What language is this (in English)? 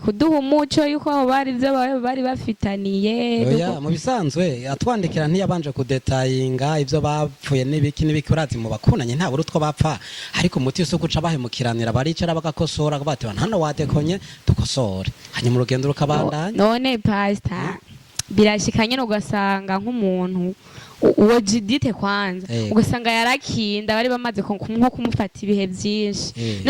Rundi